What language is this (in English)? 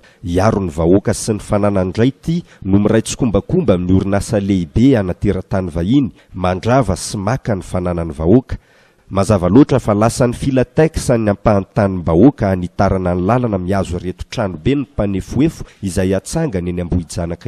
Malagasy